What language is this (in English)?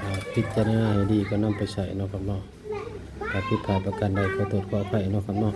Northeastern Thai